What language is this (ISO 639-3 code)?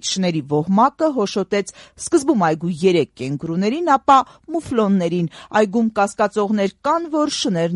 hye